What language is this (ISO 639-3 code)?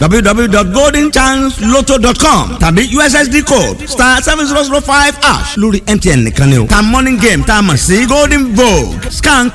yor